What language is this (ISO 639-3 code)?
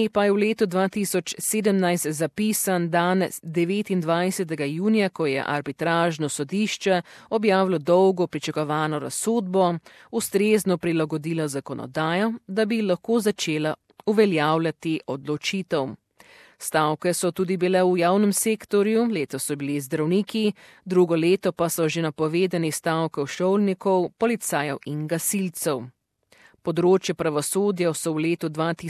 slv